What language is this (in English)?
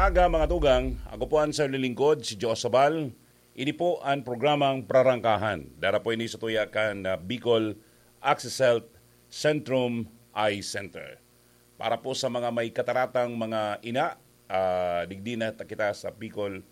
Bikol